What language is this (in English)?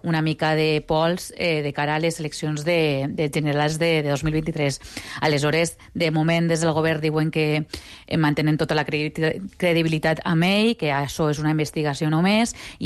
Catalan